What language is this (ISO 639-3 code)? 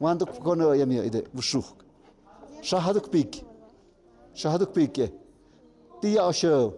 mxp